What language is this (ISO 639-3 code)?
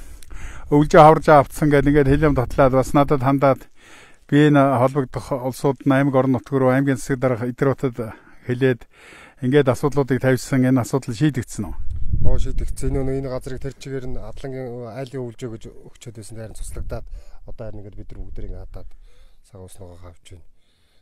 mon